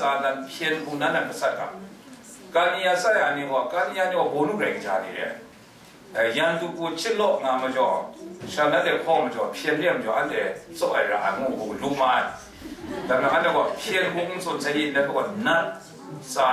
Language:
Kachin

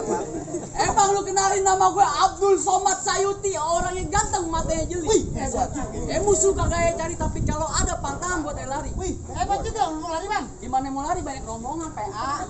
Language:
Betawi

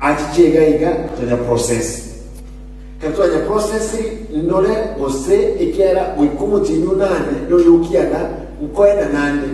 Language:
Gusii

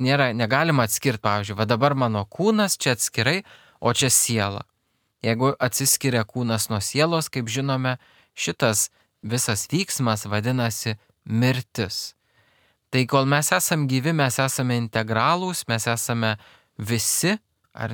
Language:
Lithuanian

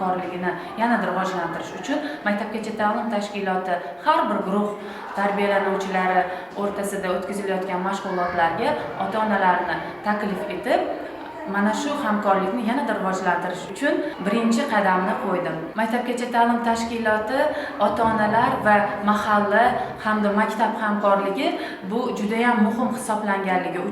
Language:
Uzbek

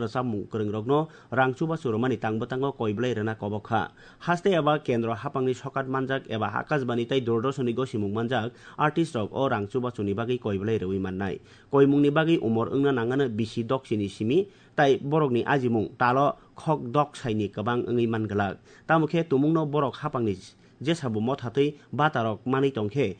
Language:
Kok Borok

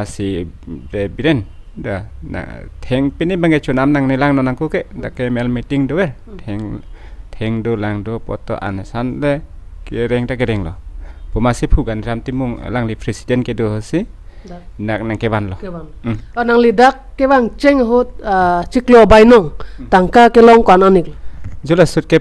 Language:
Karbi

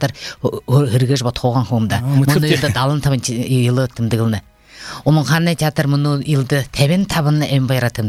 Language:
Buriat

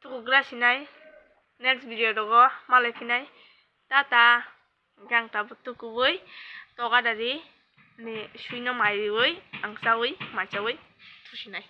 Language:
Kok Borok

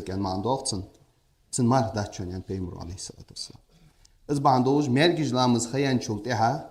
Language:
Ingush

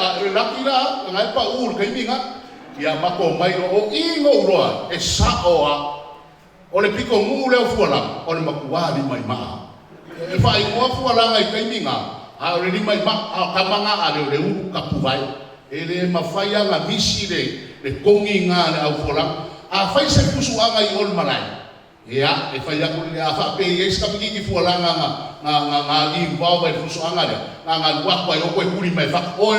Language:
Samoan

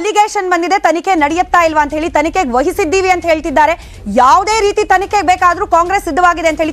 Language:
Kannada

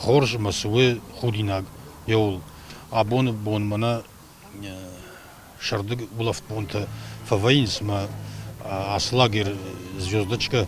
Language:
Ossetic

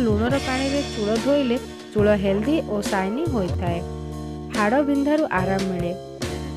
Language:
Odia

